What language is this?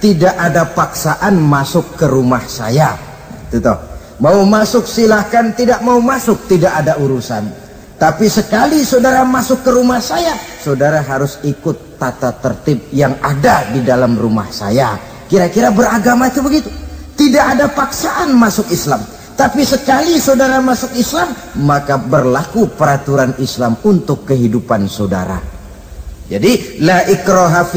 Indonesian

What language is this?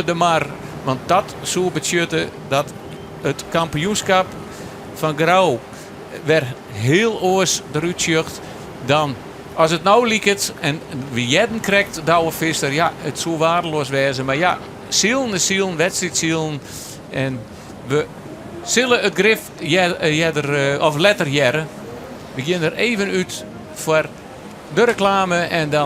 Western Frisian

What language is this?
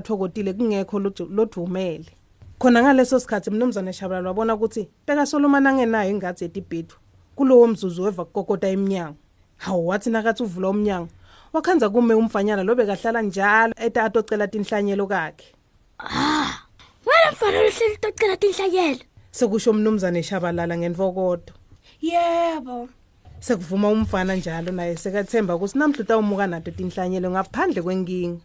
Swati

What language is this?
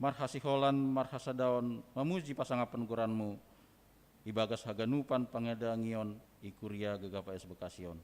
Batak Simalungun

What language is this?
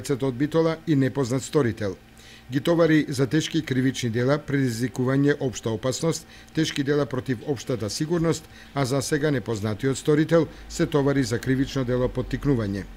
Macedonian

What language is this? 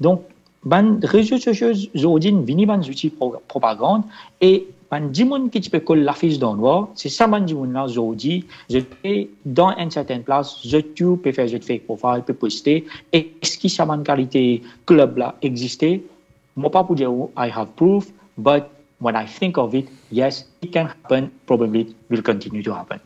Morisyen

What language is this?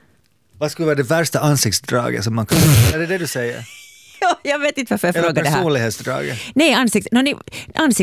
Swedish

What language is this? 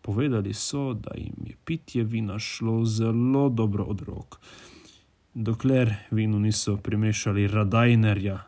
Slovenian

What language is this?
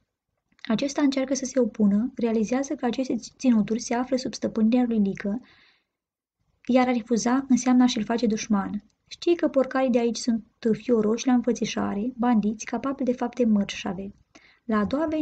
Romanian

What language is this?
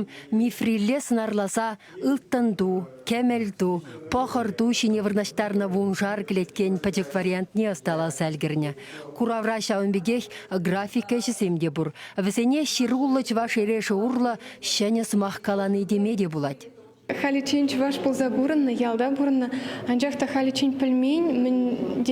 Chuvash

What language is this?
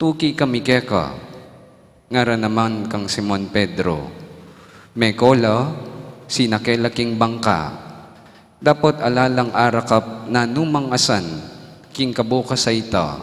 Pampanga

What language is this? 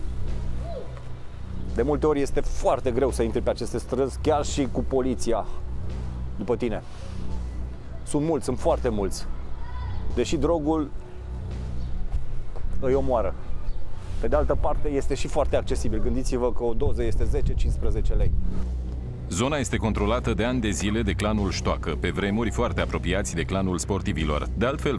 Romanian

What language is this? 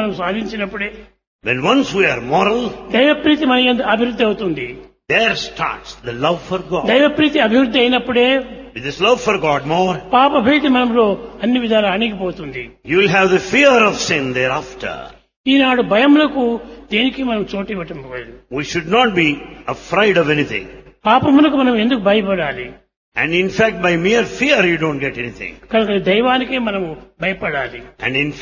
Telugu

